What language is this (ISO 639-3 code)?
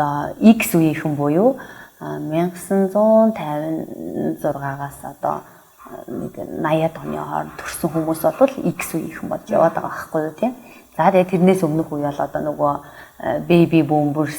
mon